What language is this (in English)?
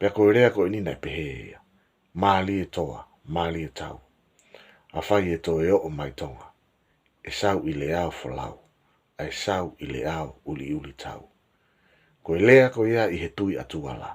Tongan